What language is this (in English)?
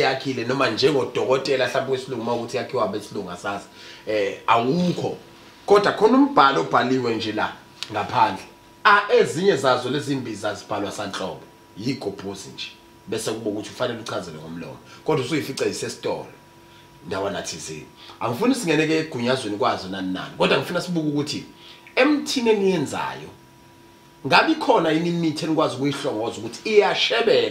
Zulu